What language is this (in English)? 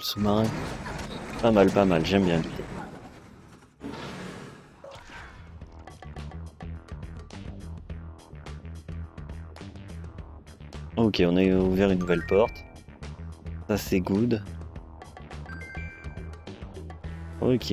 French